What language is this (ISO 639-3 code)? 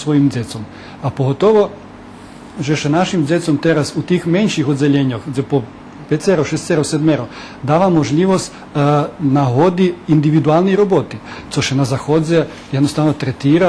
rue